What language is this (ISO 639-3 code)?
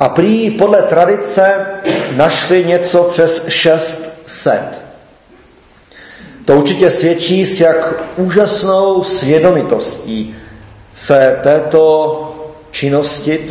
ces